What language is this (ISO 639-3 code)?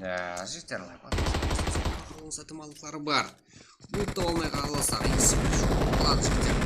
kaa